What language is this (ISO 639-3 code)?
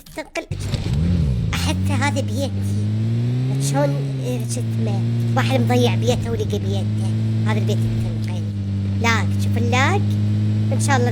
acm